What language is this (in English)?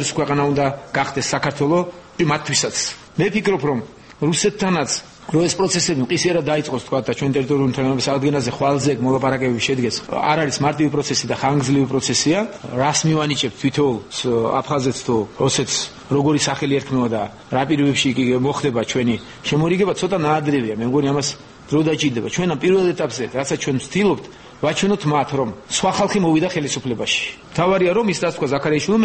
Georgian